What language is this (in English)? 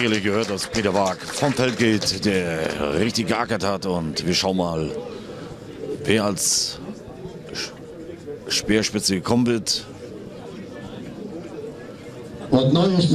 German